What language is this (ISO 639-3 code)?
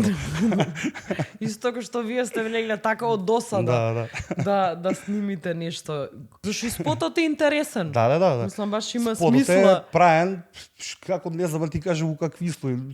mkd